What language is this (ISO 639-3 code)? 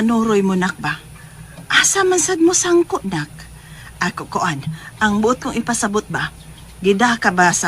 ceb